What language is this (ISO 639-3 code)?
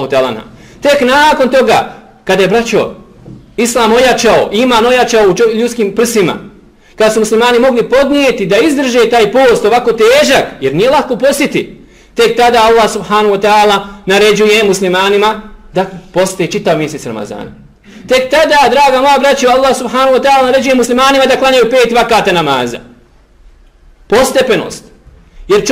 bos